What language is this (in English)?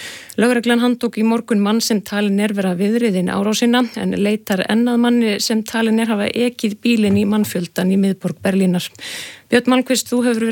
Icelandic